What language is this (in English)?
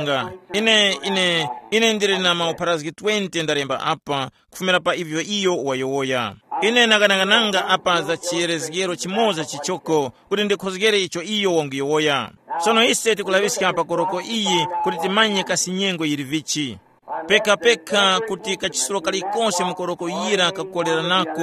Tumbuka